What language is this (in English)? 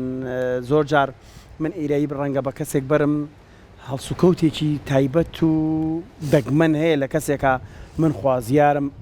Central Kurdish